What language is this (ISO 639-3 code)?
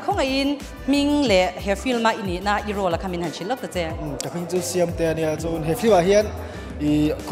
lus